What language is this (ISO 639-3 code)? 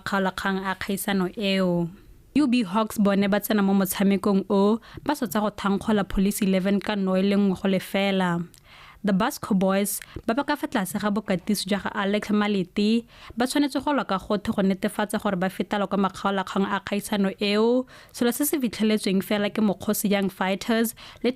tsn